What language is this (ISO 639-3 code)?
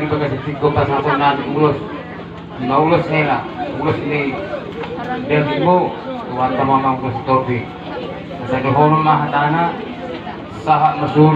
bbc